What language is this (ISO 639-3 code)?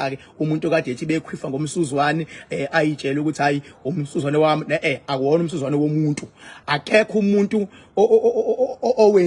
zul